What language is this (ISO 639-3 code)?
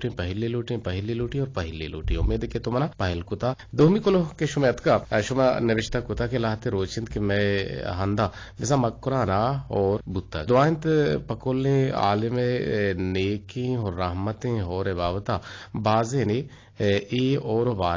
bgp